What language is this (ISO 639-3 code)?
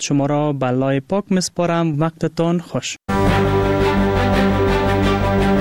fas